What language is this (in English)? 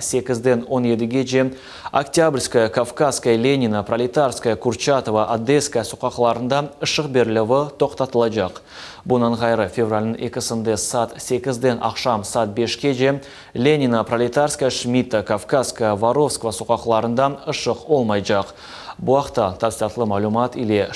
Crimean Tatar